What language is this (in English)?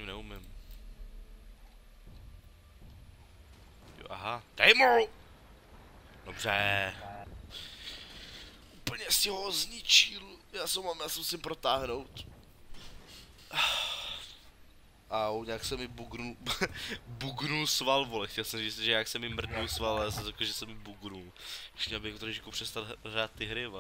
Czech